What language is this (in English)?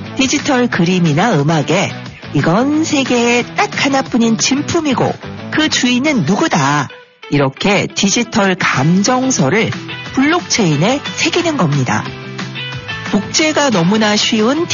Korean